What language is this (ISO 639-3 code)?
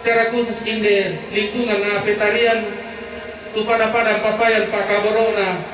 sda